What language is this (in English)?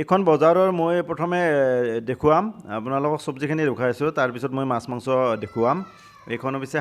Assamese